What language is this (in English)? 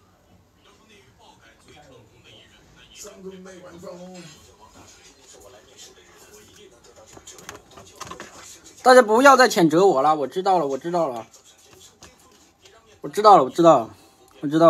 Chinese